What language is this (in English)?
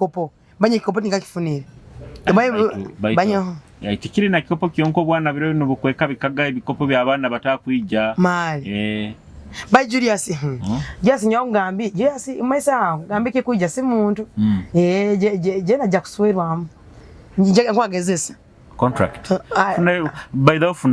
Nyoro